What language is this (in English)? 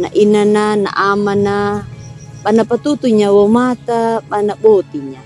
Anakalangu